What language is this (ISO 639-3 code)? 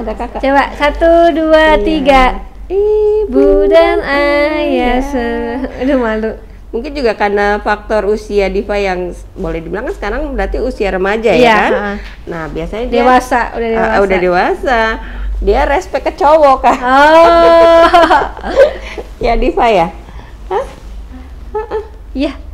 ind